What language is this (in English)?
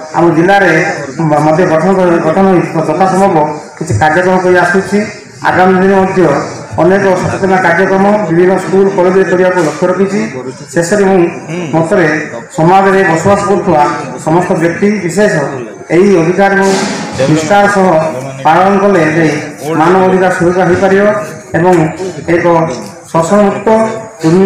Odia